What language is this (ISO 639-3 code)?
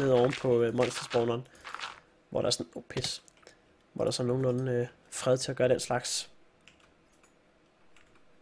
dan